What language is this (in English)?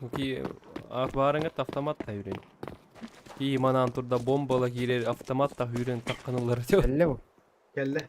Yakut